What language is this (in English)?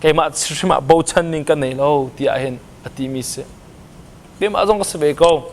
Hakha Chin